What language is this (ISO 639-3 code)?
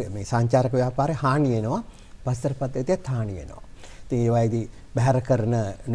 sin